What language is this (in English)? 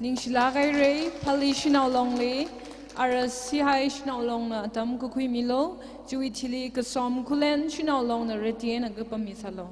Tangkhul Naga (India)